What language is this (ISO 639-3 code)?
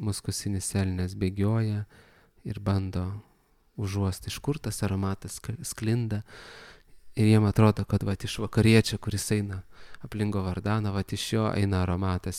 lit